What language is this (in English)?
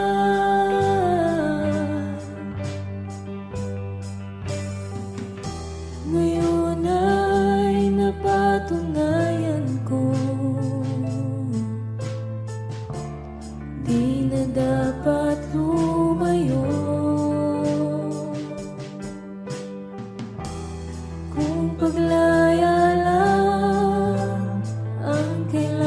Filipino